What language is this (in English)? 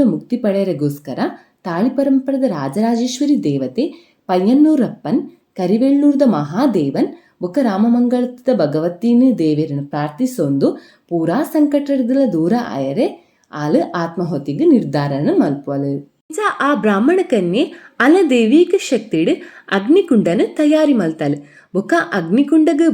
Tulu